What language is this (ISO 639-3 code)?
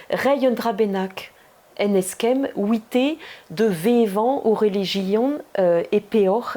bre